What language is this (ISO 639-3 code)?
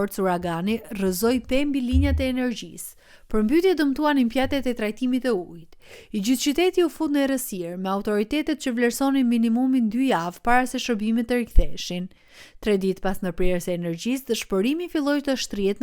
sqi